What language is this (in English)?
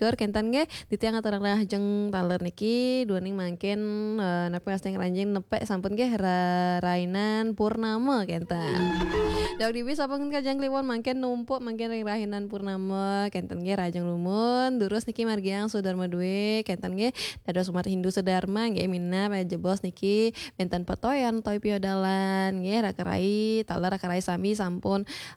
Balinese